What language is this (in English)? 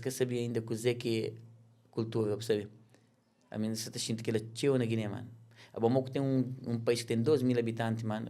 Kabuverdianu